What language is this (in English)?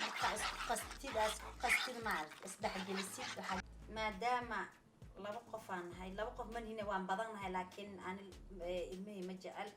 Somali